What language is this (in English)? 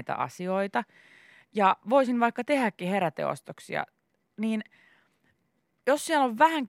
Finnish